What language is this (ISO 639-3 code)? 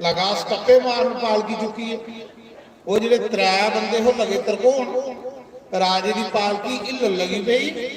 doi